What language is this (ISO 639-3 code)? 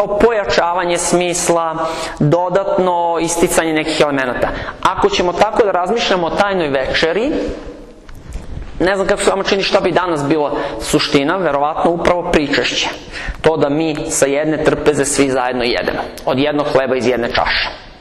srp